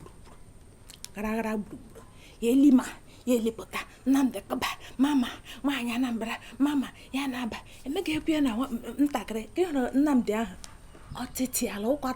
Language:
Igbo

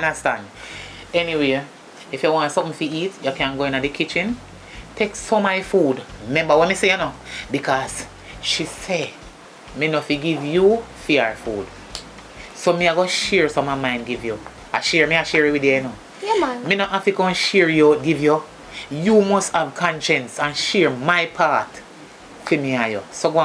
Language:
Jamaican Creole English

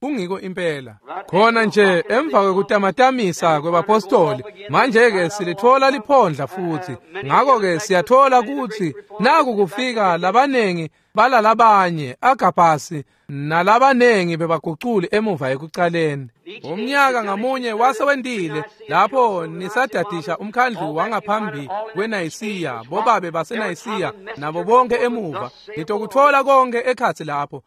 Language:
Swati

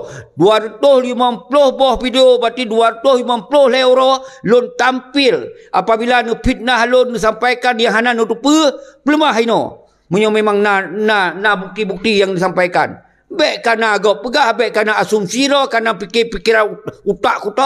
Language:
Achinese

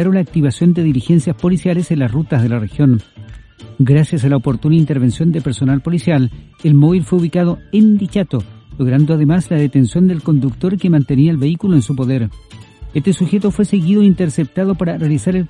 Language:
Spanish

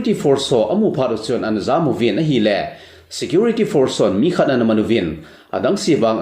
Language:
Thado Chin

